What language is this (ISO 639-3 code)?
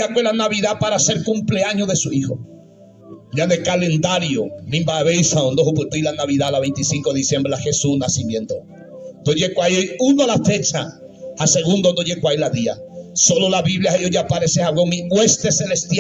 grn